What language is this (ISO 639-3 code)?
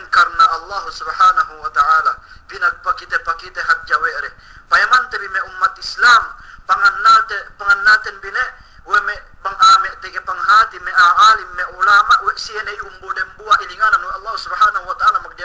yka